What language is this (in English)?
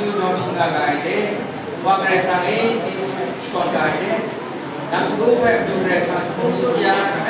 Kachin